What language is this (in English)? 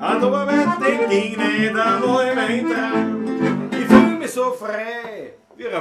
Bavarian